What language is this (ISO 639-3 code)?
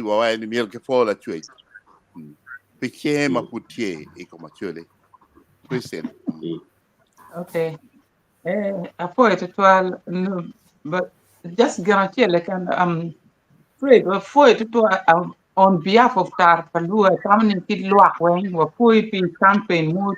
ach